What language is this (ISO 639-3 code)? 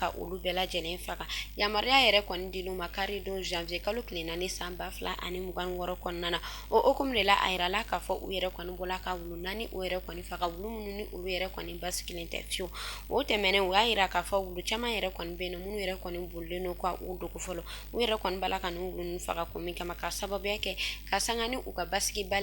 bam